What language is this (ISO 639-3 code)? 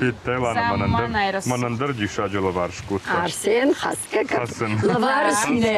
oss